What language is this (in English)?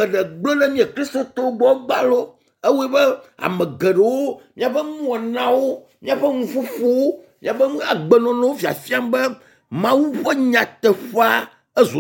Ewe